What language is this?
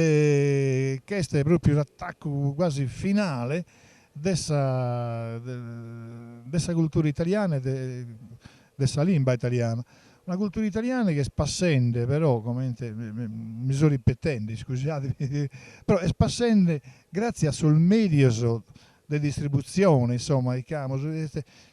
Sardinian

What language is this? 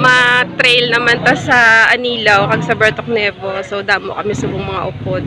Hiligaynon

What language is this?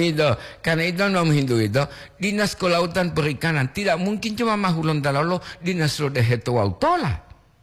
Gorontalo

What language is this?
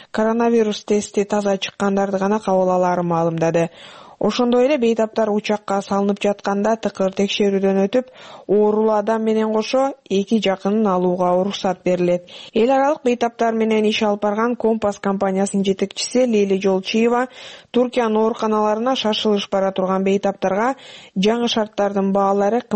Kyrgyz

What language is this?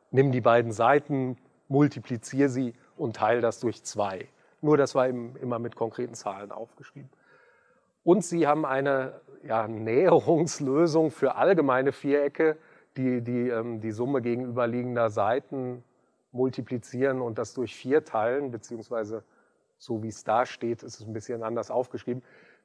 German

